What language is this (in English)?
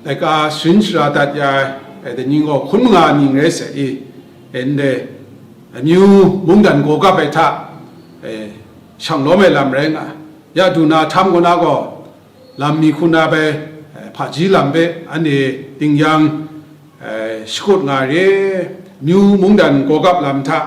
Kachin